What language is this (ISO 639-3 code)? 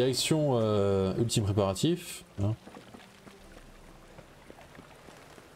fra